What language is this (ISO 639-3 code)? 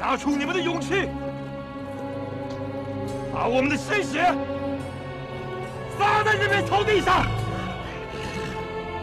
zho